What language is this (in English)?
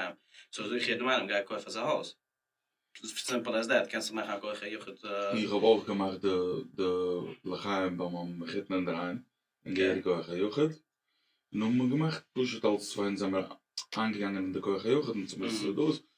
Yiddish